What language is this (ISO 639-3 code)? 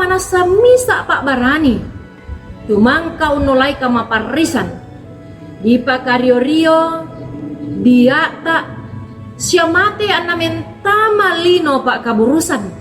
sda